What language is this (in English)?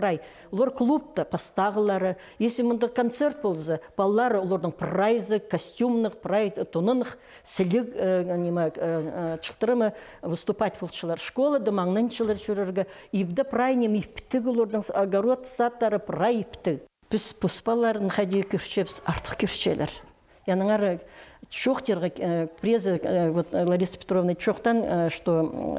Khakas